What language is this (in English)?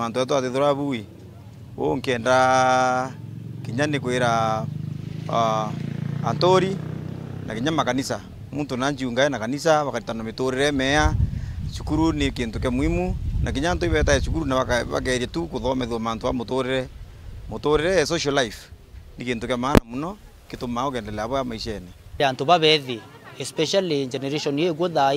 Meru